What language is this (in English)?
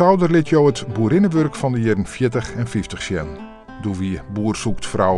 Western Frisian